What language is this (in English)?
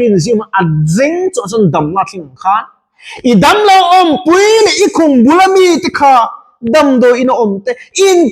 Mizo